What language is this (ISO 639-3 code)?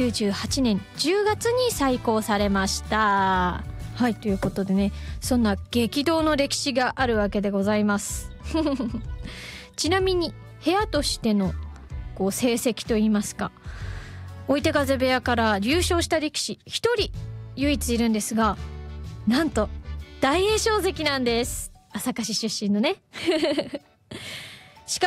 jpn